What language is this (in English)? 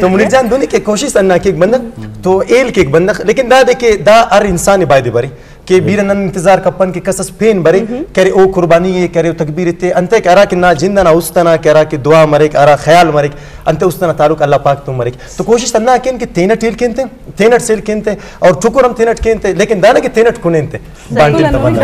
Eastern Balochi